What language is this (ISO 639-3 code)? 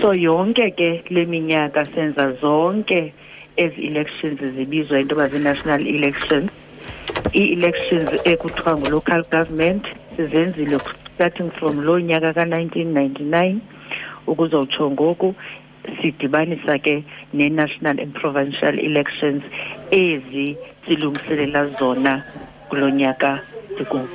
xho